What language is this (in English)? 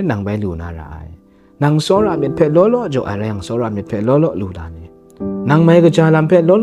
Kachin